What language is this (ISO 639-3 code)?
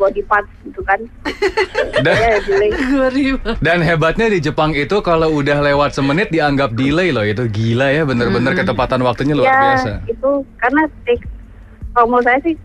ind